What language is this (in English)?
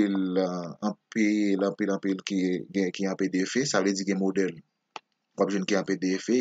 Haitian Creole